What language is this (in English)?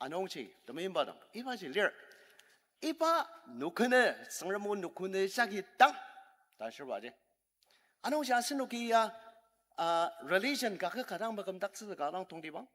Ao Naga